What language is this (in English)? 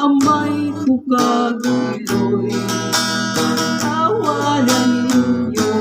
Hiligaynon